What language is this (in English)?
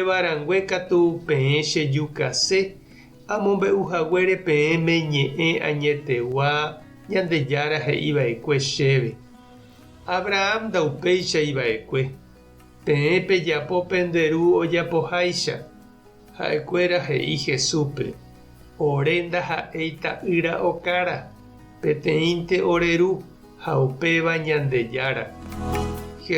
Guarani